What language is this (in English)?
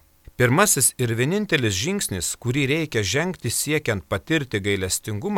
Lithuanian